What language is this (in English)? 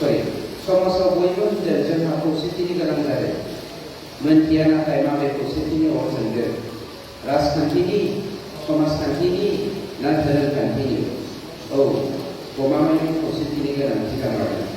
Bodo